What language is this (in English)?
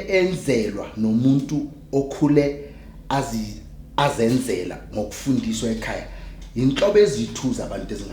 Zulu